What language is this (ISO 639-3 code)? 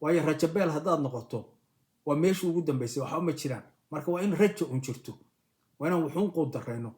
som